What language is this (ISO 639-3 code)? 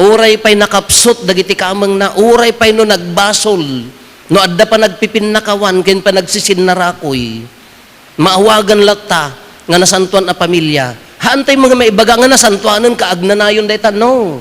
ilo